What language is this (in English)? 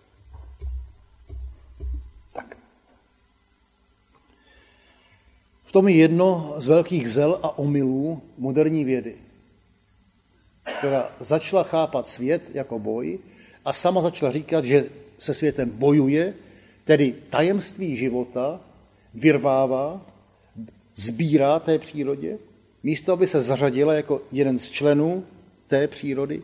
Czech